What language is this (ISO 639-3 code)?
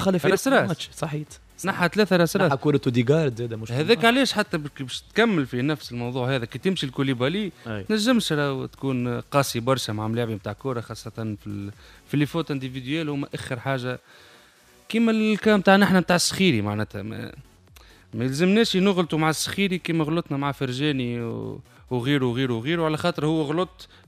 aeb